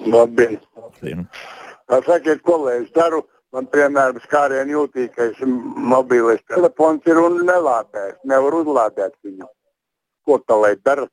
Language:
Latvian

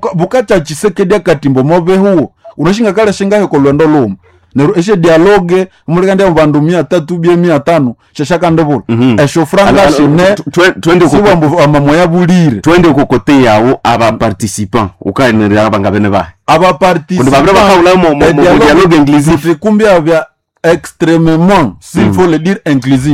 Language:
Nande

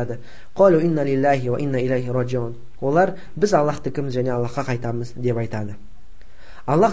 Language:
Kazakh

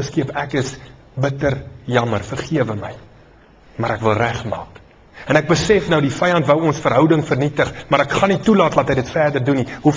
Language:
Afrikaans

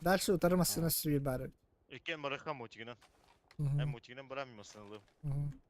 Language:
Yakut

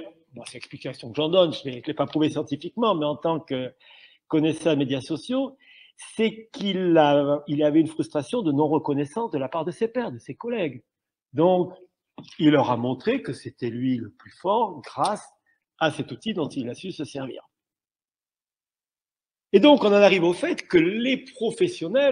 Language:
French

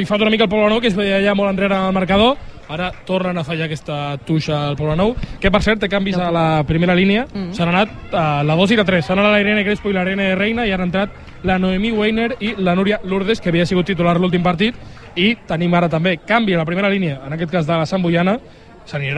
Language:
Catalan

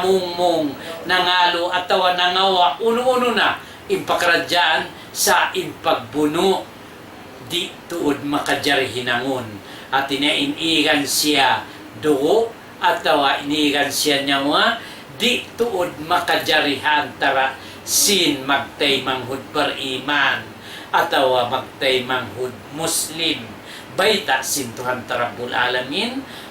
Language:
Tausug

